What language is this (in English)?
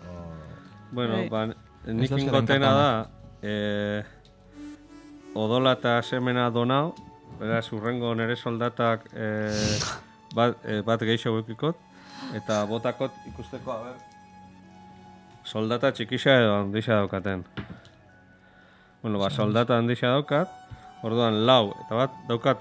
Basque